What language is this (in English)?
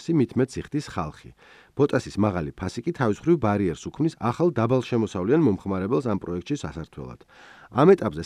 Georgian